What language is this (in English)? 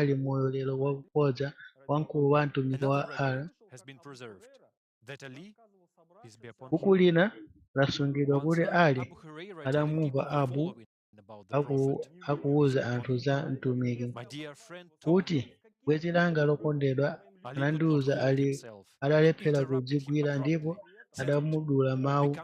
Nyanja